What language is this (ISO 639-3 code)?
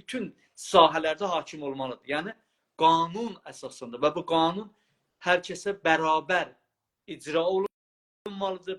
azb